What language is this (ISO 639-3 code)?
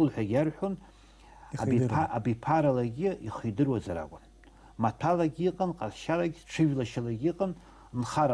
abk